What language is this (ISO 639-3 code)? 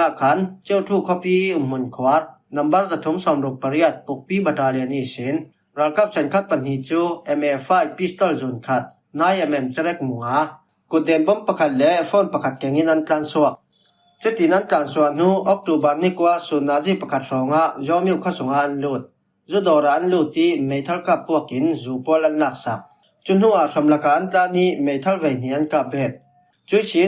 cfm